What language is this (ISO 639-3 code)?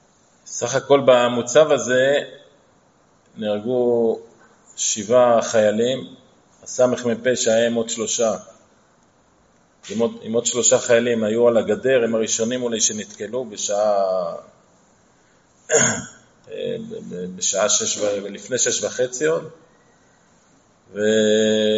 heb